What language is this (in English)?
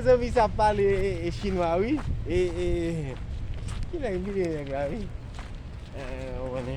Haitian Creole